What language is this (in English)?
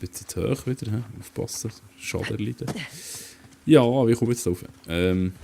Swiss German